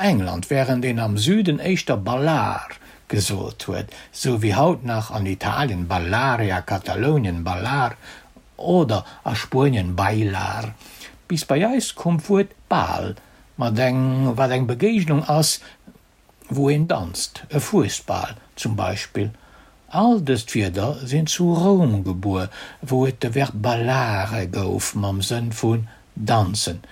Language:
Luxembourgish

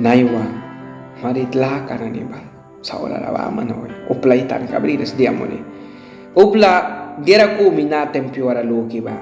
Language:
Mískito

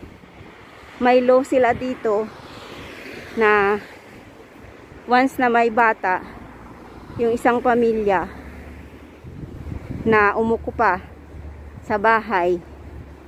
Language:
Filipino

